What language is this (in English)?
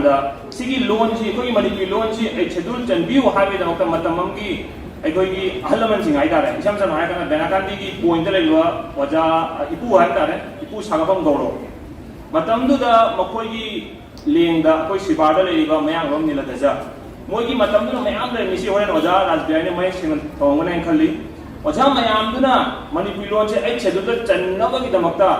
Manipuri